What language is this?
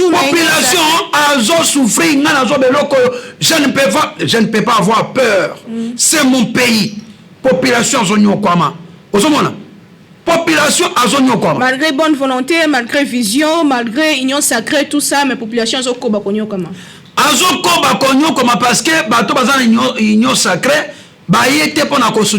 Lingala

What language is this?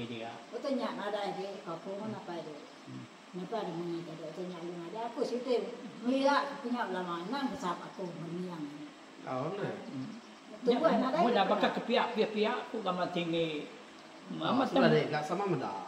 Iban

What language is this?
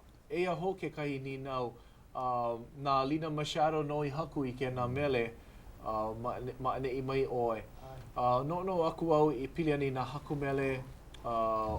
Hawaiian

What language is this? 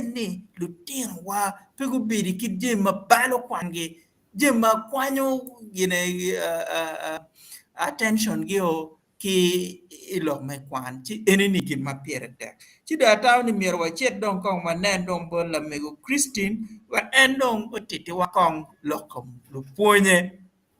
Acoli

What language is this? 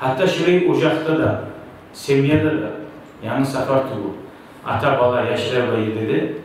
Kumyk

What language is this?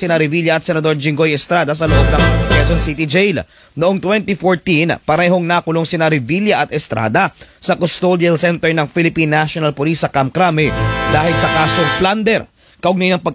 Filipino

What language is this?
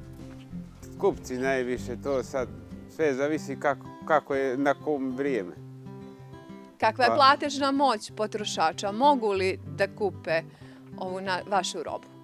Bosnian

